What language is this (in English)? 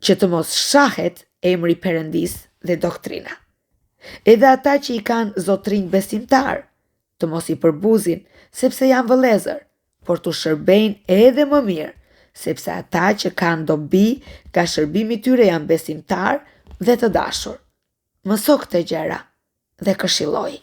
Albanian